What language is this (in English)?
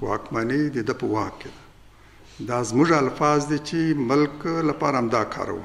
Pashto